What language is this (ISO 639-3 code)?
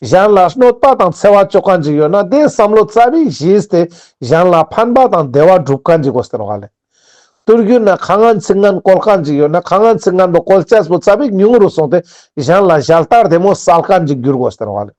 lbj